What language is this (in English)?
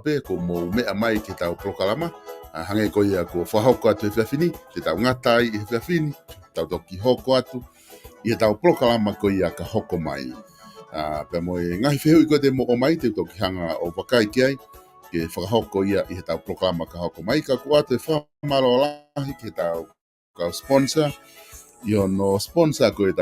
Tongan